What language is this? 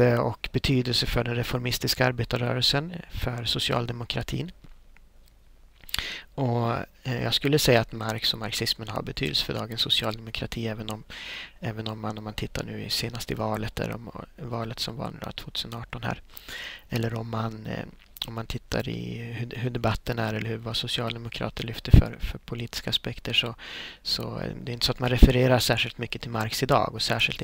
Swedish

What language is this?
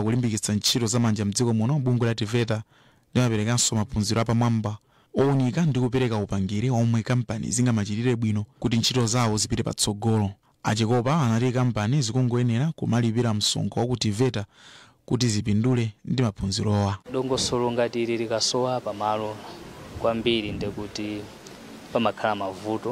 Nyanja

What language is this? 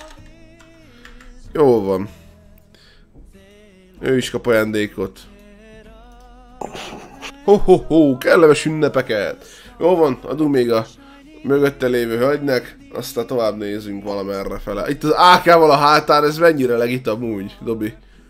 Hungarian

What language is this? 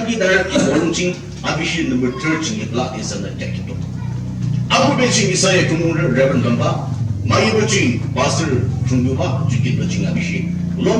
Yimchungru Naga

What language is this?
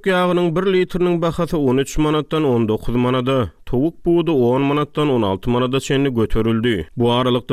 Turkmen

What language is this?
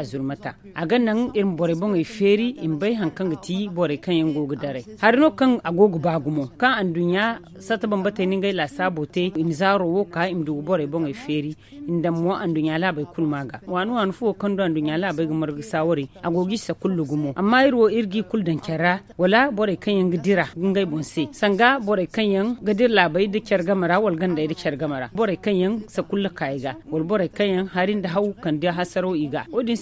Zarma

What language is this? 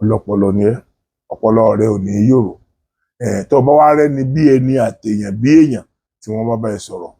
Yoruba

